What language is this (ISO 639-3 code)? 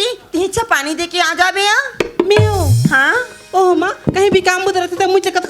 hne